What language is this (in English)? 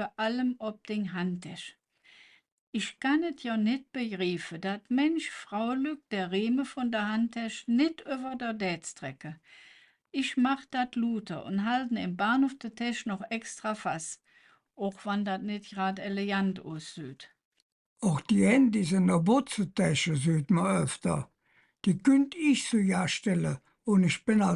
Colognian